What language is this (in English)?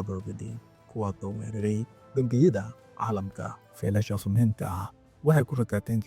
Somali